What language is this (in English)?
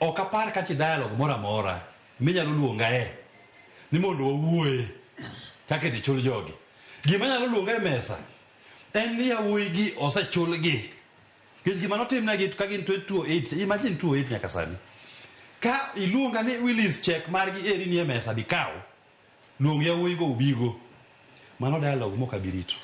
Luo (Kenya and Tanzania)